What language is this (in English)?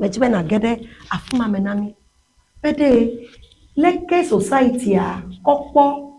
Ewe